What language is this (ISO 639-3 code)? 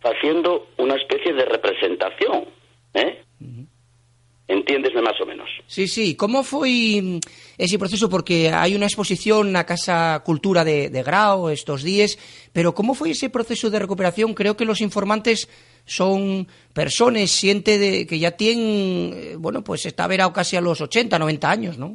ast